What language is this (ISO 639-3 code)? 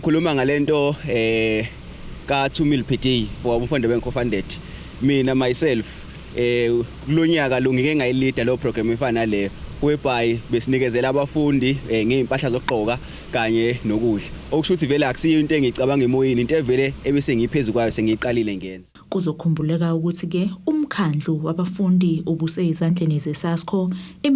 zul